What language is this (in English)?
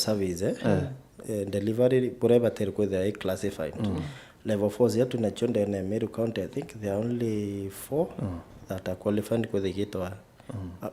Meru